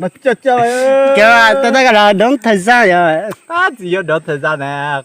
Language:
Hmong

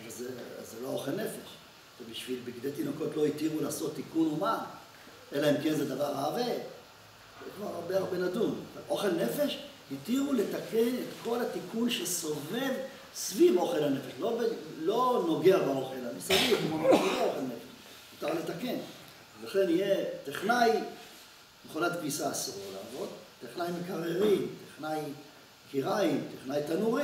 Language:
Hebrew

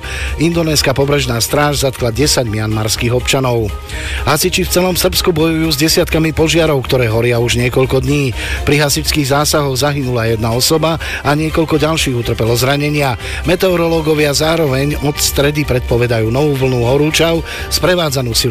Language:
Slovak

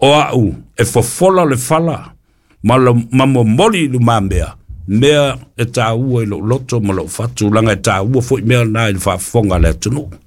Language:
Samoan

